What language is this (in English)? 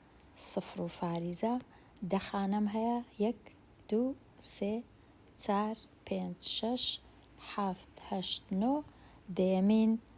Central Kurdish